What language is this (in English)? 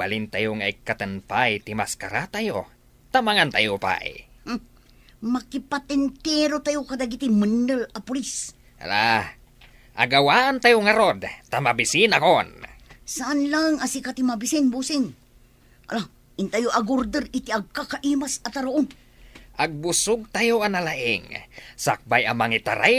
Iloko